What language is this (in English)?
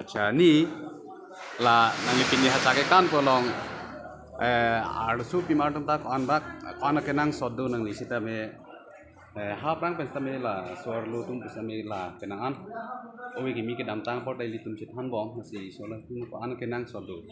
Karbi